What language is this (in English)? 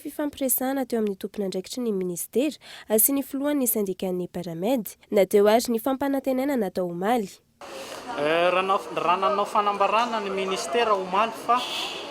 Malagasy